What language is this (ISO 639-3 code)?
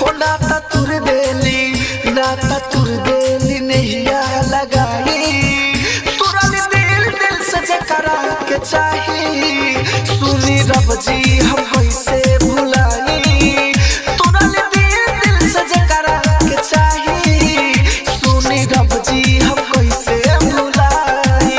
bho